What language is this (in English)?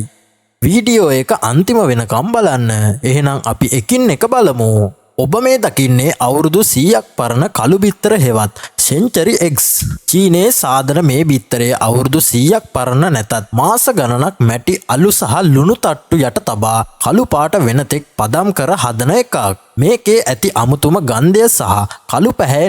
Sinhala